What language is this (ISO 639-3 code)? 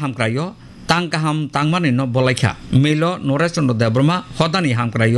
trp